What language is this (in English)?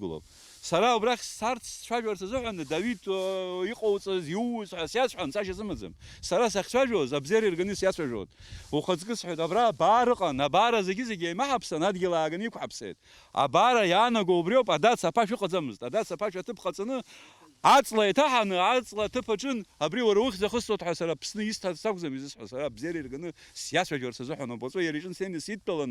Abkhazian